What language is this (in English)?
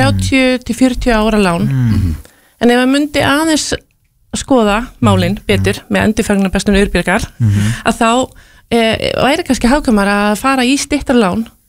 Icelandic